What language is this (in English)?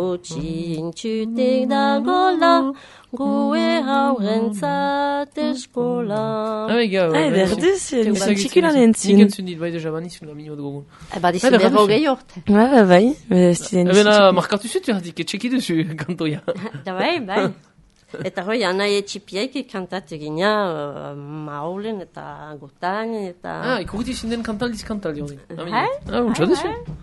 Basque